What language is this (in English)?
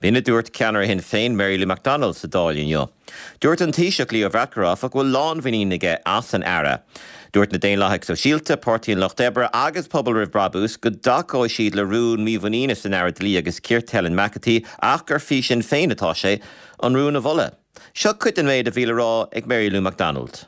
Irish